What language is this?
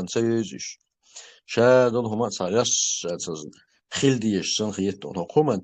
Chechen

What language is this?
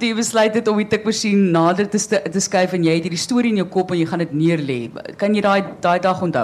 Afrikaans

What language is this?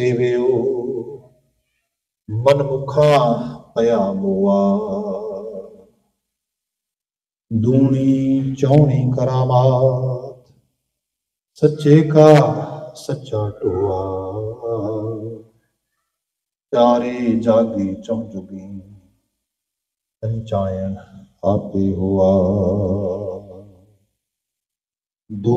Punjabi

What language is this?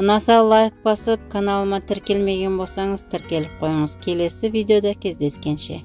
Kazakh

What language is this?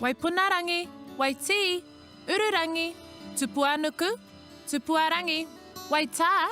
Māori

